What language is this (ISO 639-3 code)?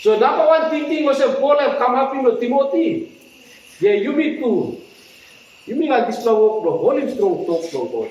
tpi